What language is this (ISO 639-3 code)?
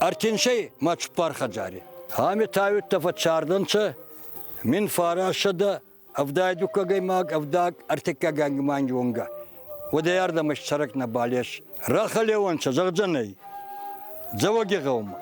oss